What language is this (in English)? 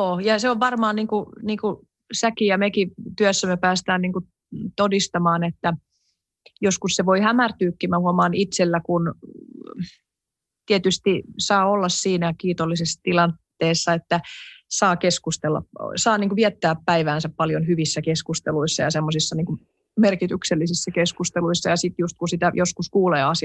Finnish